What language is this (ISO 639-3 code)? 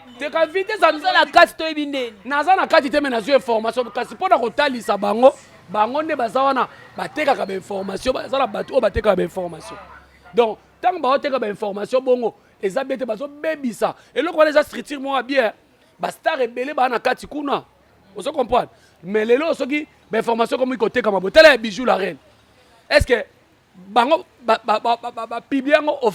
lin